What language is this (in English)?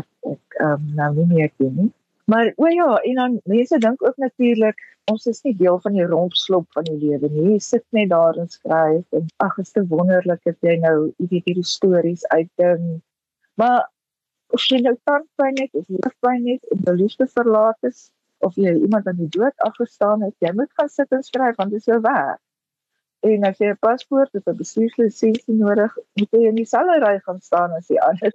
Afrikaans